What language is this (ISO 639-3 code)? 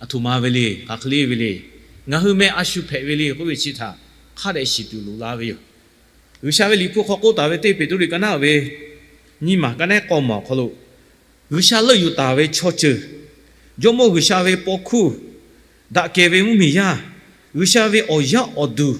lhu